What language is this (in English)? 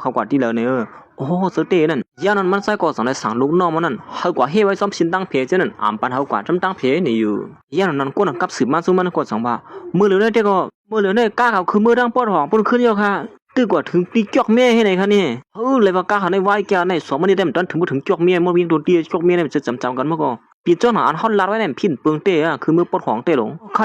Shan